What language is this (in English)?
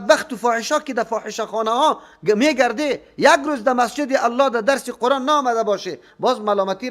Persian